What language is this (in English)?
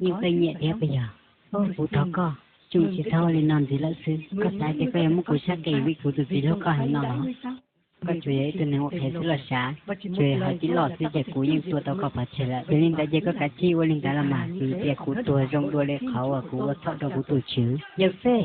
Hmong